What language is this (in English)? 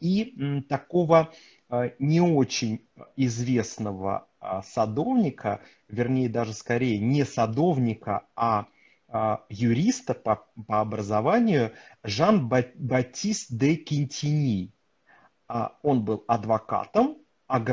Russian